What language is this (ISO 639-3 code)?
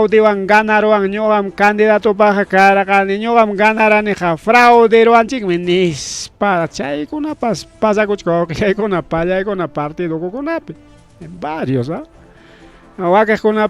quy